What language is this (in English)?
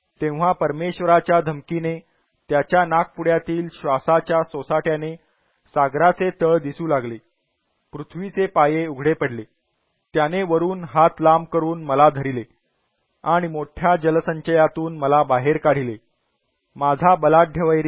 Marathi